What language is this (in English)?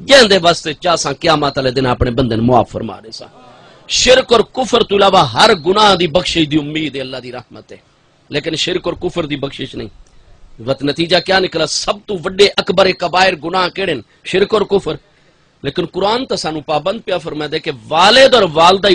Saraiki